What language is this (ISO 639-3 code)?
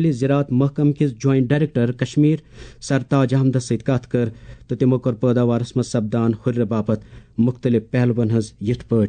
kas